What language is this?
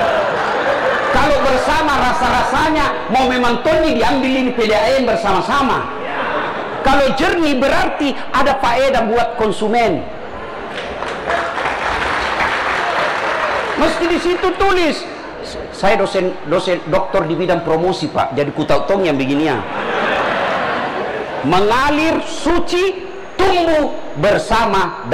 Indonesian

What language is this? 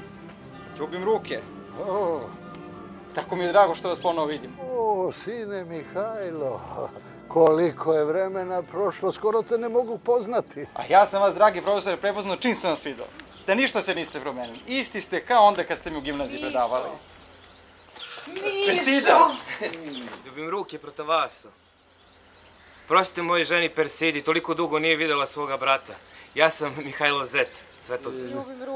Serbian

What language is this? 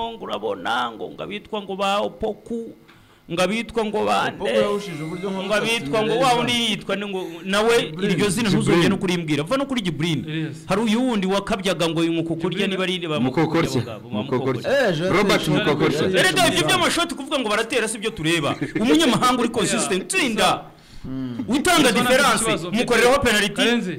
Kinyarwanda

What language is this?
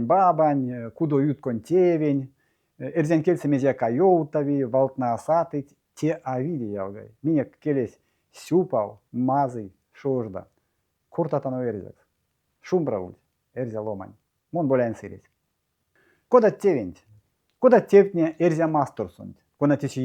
Erzya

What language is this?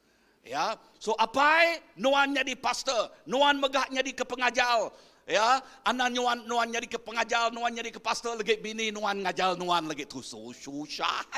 Iban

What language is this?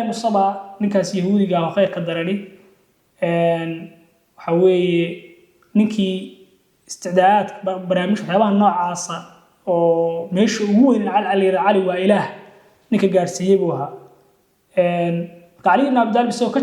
Somali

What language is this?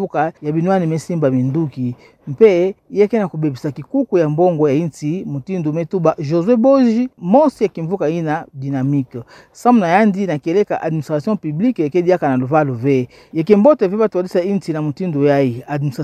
Kituba (Democratic Republic of Congo)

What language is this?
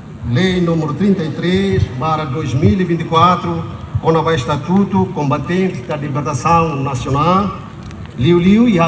Tetum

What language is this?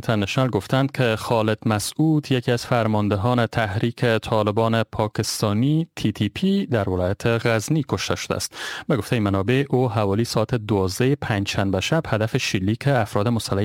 Persian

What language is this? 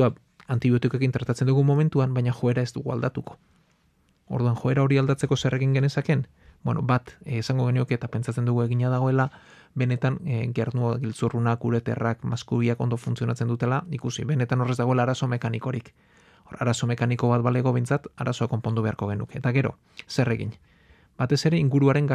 Basque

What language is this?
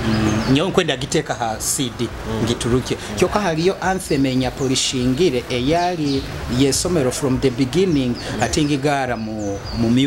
Nyoro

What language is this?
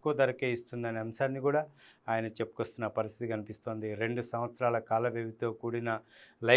Telugu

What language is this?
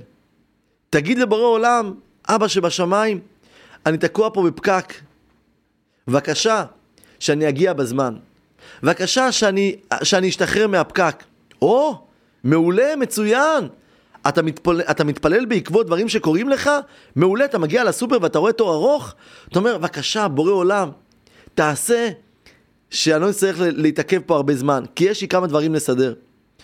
Hebrew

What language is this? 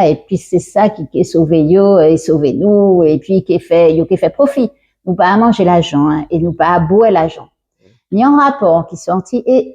Guadeloupean Creole French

